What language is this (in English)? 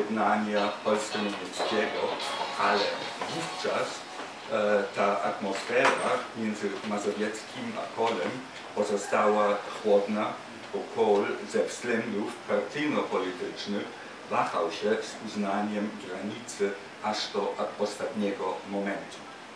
Polish